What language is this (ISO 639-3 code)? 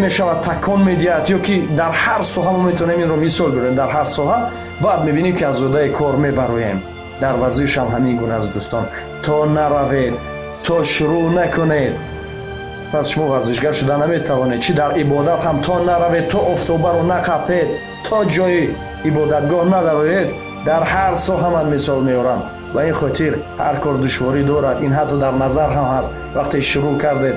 tgk